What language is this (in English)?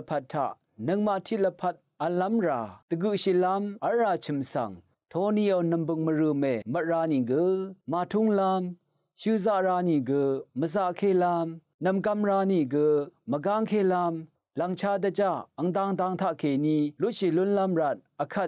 Rawang